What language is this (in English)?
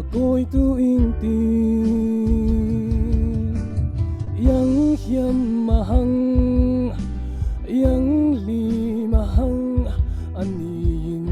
Falam Chin